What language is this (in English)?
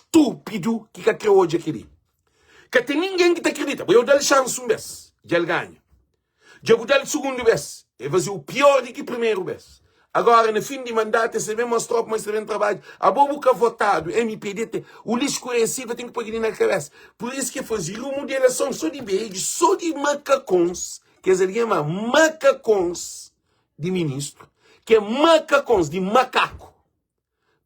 Kabuverdianu